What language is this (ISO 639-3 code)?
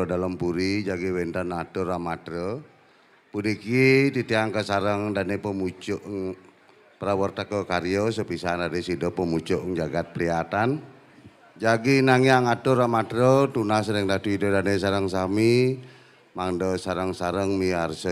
ban